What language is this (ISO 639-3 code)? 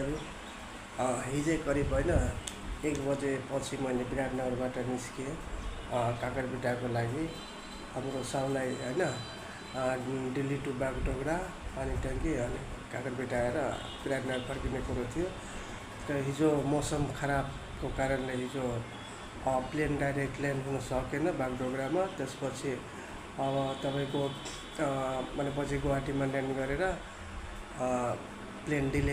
nep